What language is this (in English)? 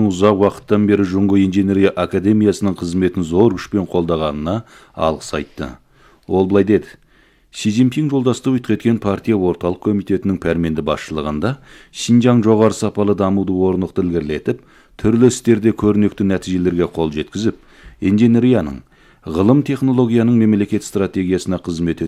Kazakh